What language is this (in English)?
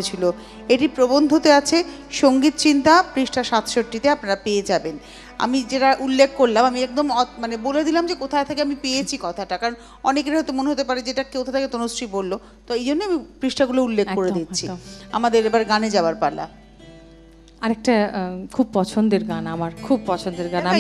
Bangla